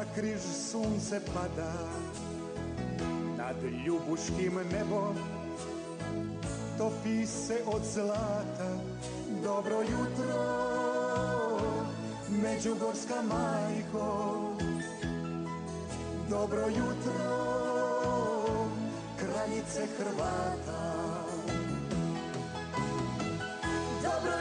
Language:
Croatian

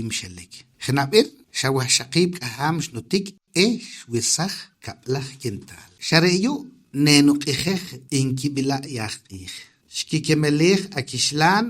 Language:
Poqomchi'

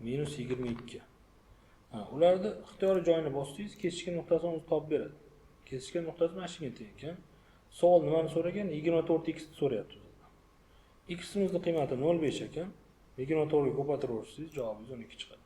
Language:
Uzbek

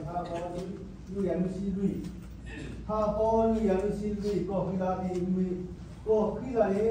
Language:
S'gaw Karen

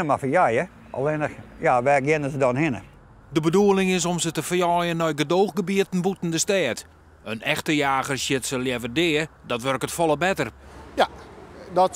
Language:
Western Frisian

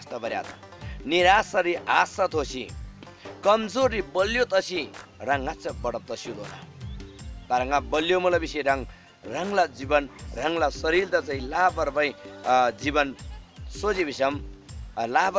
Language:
Eastern Tamang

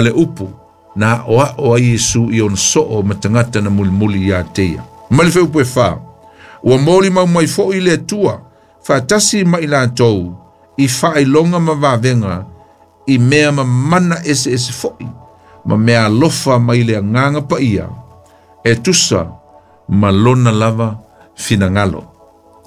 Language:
Samoan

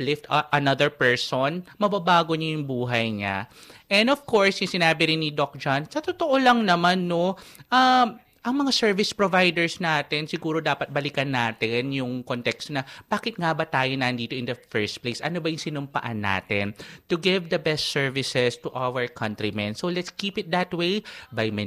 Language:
Filipino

